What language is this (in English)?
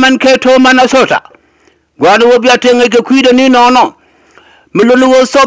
Nuer